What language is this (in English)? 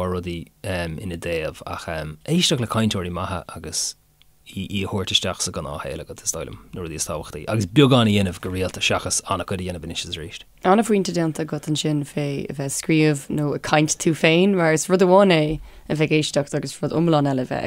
Irish